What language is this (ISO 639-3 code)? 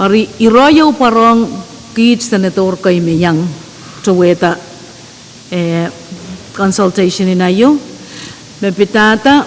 pon